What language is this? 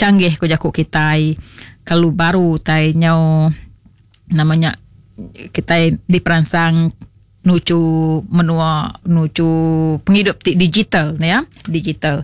Iban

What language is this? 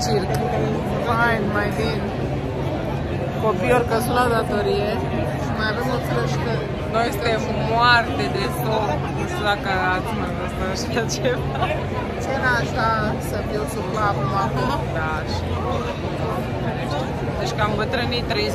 Romanian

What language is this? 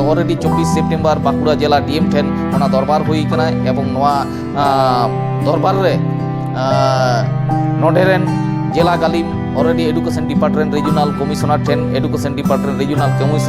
Santali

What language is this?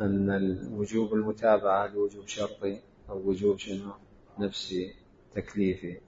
Mesopotamian Arabic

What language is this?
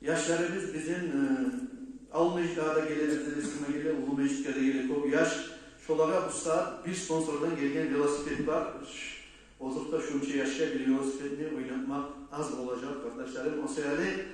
Kumyk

